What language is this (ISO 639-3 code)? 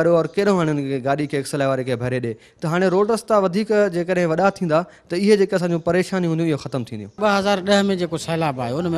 snd